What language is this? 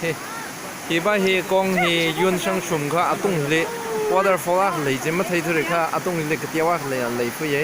Tangkhul Naga (India)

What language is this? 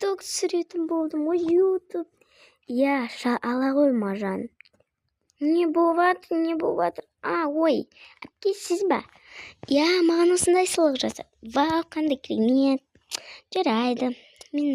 Kazakh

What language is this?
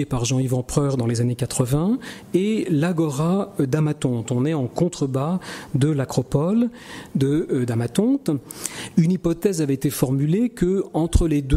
French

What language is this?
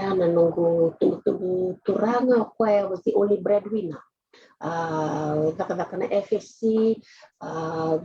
Fijian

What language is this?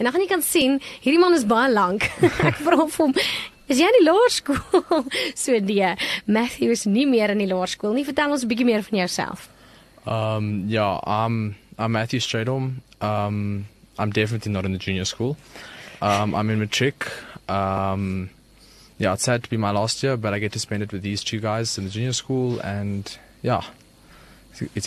Afrikaans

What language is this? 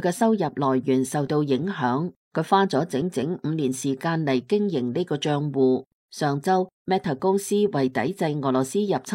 Cantonese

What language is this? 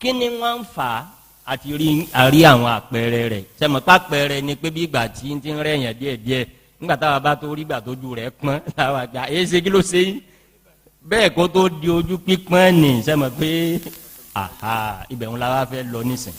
Yoruba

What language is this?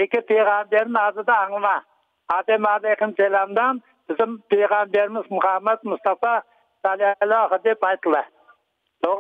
Crimean Tatar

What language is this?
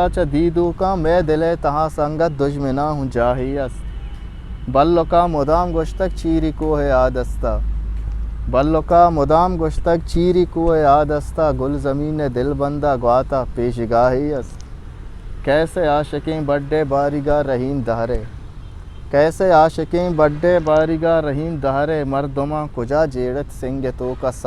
Eastern Balochi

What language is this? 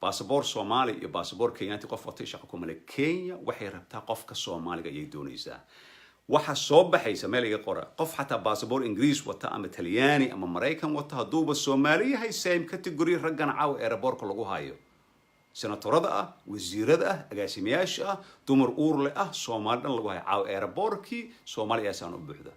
Somali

